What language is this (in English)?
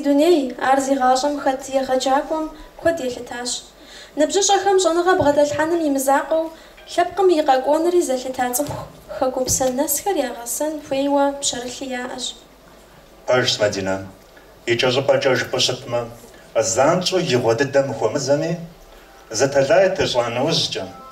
Kabardian